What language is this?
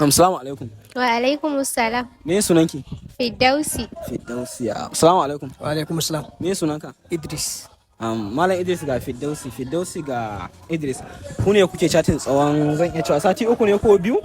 Hausa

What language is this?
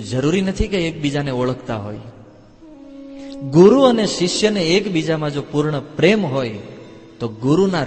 Gujarati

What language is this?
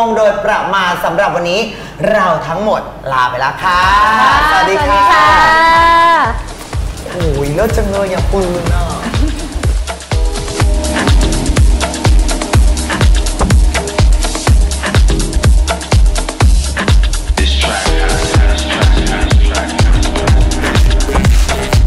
Thai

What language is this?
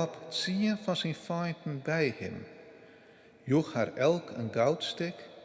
Western Frisian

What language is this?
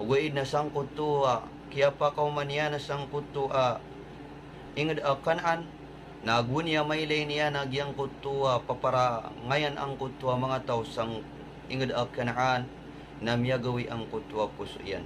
Maranao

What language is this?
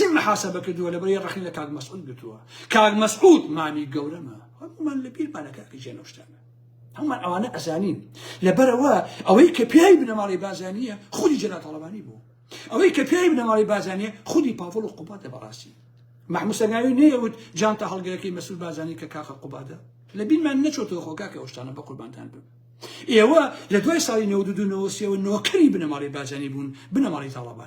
Central Kurdish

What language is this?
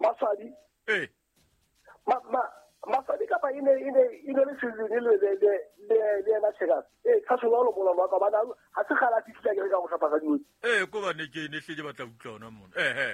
Southern Sotho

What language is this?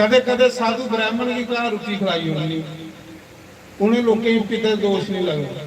Dogri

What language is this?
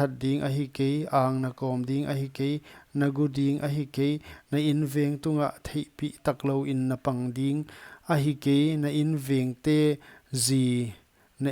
Paite Chin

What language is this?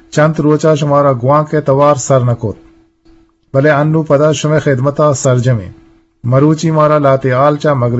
Eastern Balochi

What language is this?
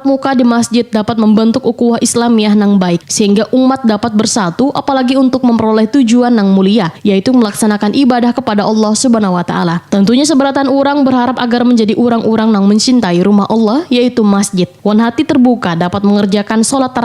Banjar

